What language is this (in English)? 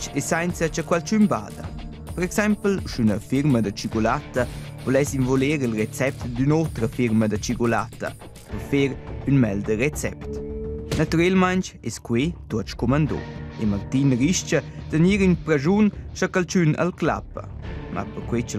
Romansh